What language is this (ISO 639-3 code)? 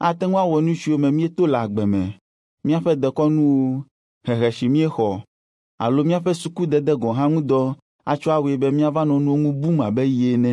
ewe